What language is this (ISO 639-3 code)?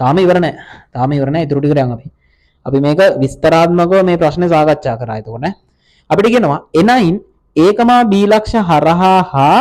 sin